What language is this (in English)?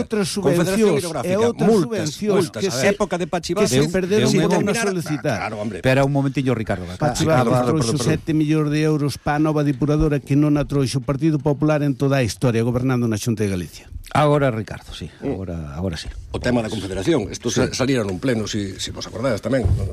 Galician